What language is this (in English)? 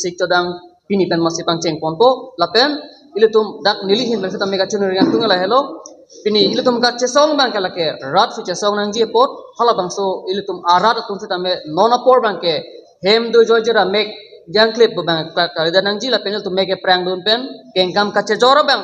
Karbi